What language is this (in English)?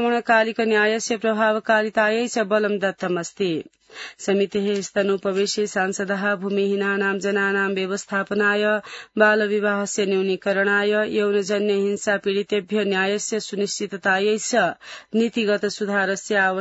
Sanskrit